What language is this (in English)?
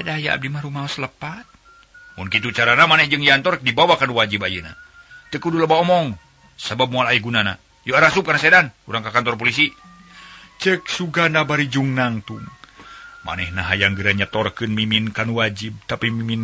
Sundanese